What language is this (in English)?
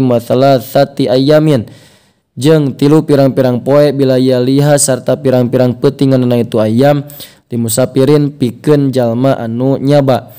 Sundanese